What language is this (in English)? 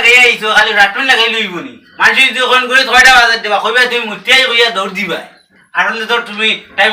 Sylheti